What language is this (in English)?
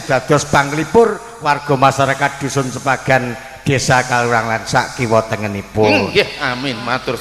Javanese